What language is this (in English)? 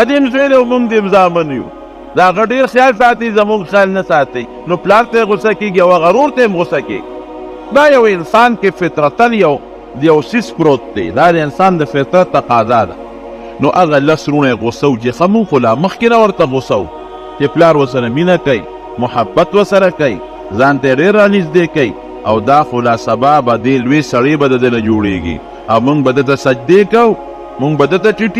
Pashto